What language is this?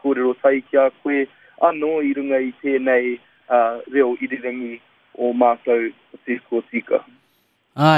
Māori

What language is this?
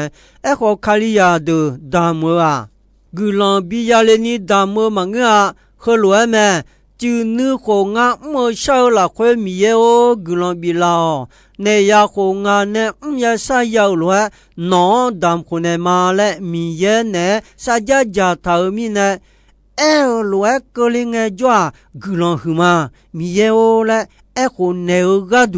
Akha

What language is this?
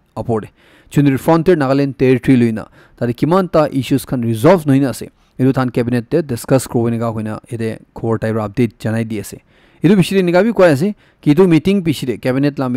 Naga Pidgin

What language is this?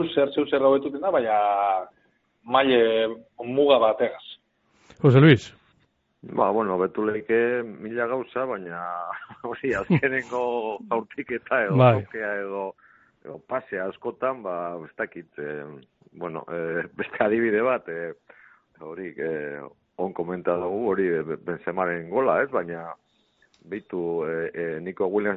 Basque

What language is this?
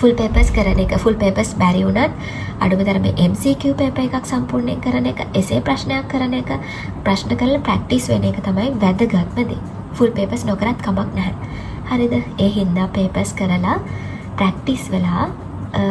Sinhala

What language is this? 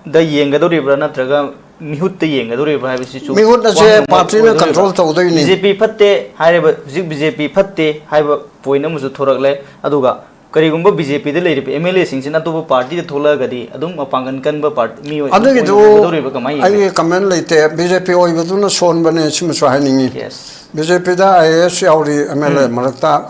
Manipuri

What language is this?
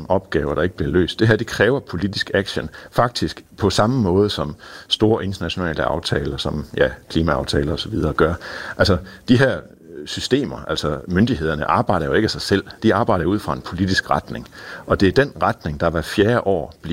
Danish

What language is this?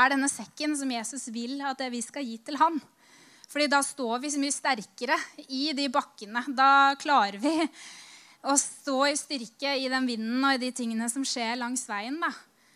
Norwegian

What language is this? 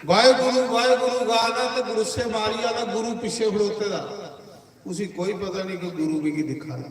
Dogri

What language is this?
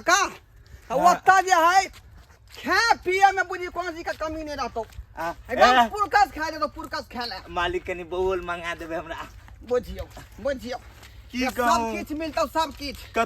Maithili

